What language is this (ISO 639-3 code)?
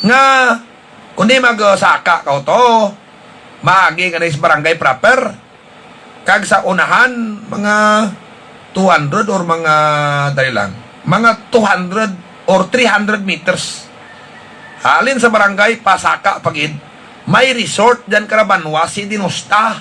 hil